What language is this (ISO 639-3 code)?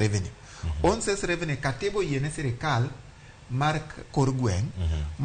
luo